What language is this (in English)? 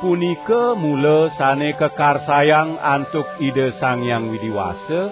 Balinese